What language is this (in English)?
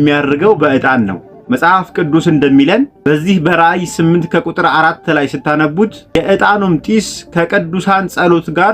Amharic